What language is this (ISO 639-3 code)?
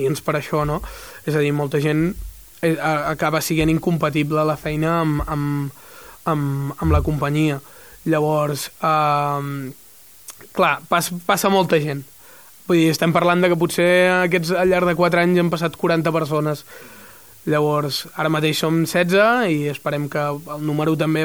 cat